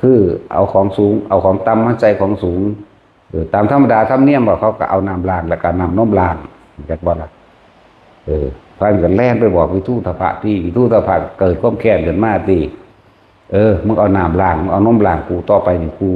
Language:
Northeastern Thai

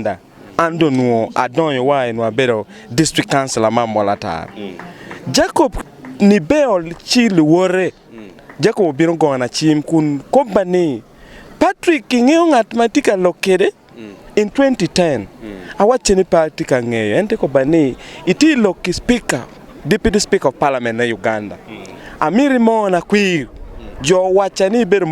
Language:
Acoli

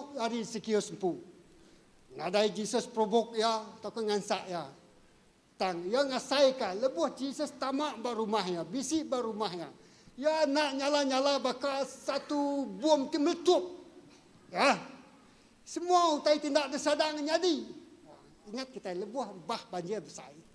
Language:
Iban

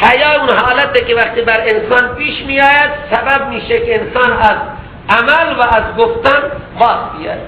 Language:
Persian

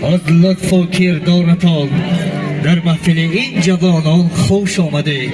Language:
Tajik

